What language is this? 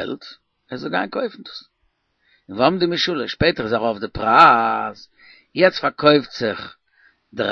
Yiddish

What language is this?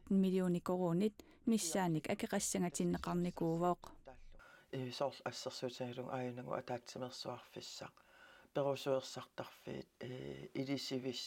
Kalaallisut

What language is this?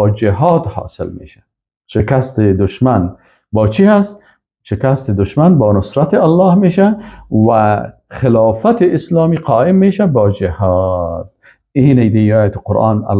Persian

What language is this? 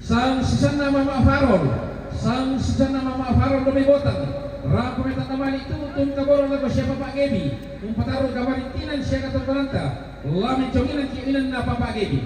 Toraja-Sa'dan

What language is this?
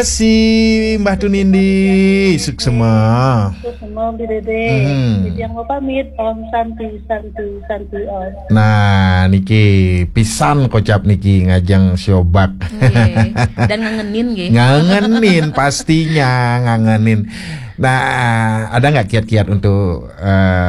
Balinese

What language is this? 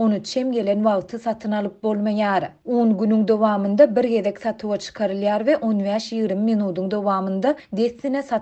Turkmen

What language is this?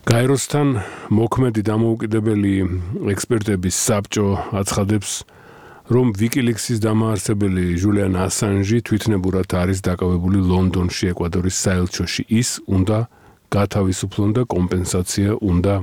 Georgian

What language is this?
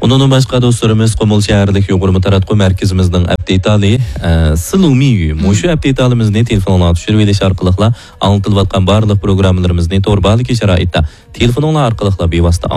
Uyghur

